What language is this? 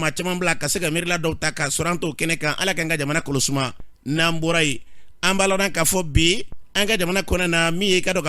Bambara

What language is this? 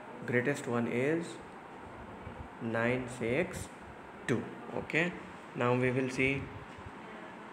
Gujarati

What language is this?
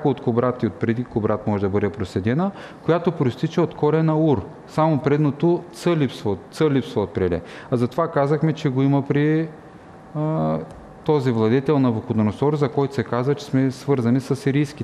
Bulgarian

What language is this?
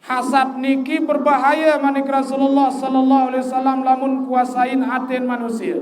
Sasak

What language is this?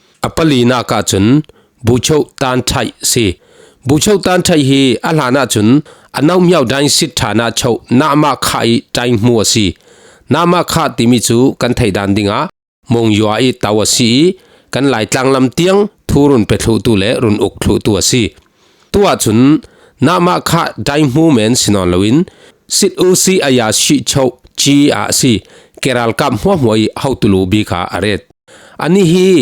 Falam Chin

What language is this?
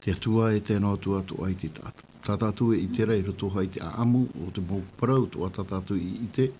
Tahitian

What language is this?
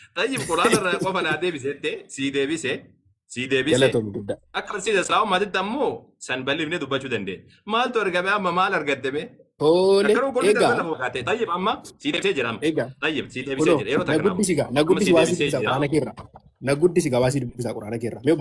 Oromo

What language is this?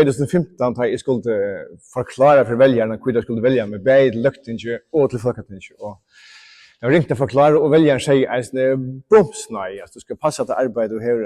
Faroese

